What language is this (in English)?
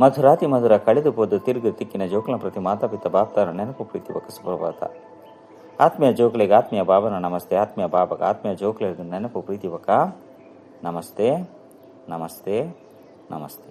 Tulu